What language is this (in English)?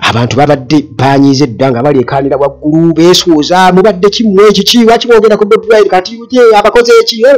Ganda